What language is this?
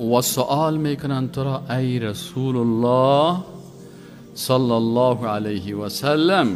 Persian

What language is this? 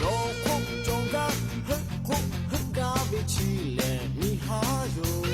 Lahu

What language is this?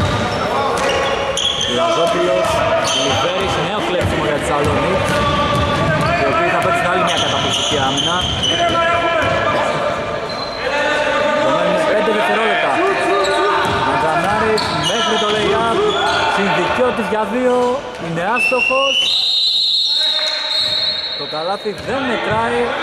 Greek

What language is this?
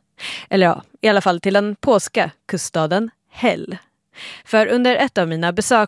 Swedish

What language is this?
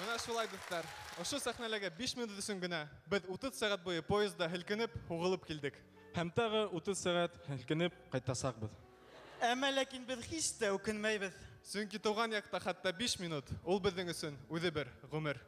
Bashkir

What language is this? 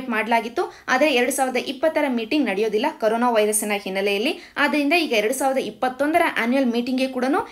Kannada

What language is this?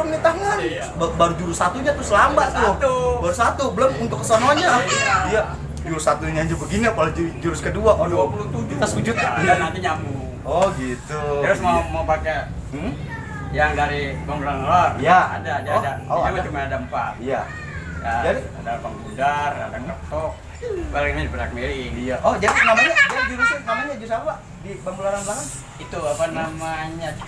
Betawi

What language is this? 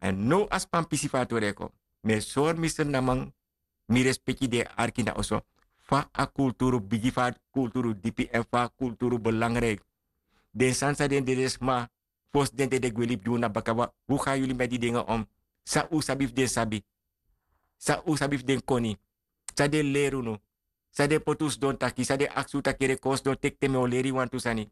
Sranan Tongo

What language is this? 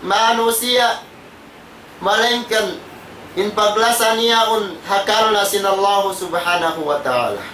Tausug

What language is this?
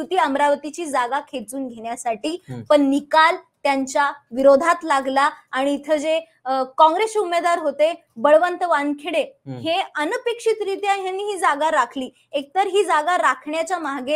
Marathi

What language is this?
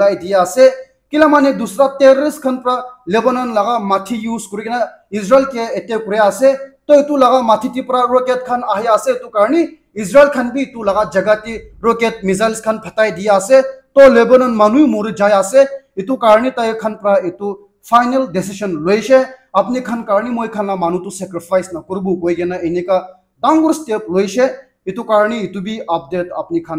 Naga Pidgin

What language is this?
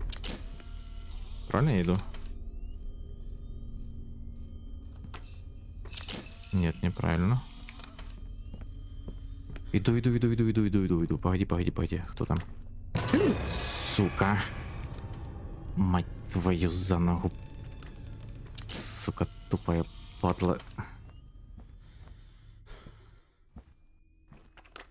Russian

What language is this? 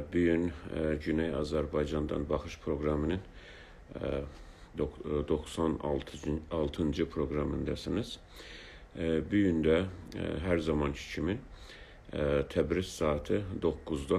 South Azerbaijani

